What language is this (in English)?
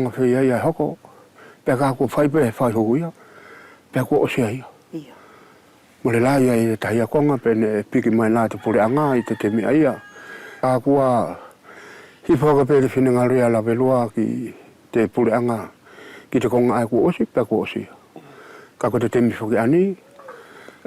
Wallisian